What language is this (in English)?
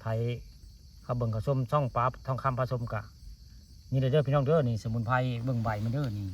Northeastern Thai